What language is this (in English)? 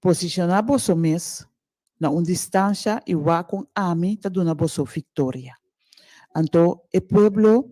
Papiamento